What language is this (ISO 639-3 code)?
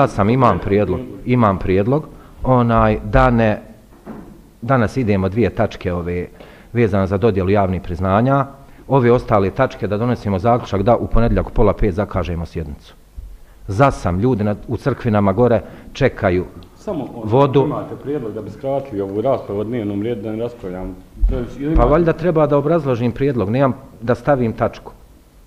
bos